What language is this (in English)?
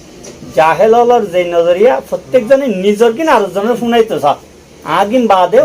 Rohingya